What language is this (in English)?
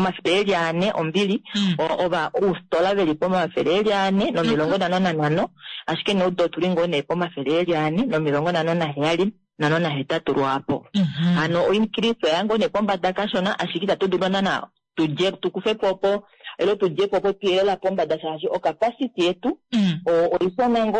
Kuanyama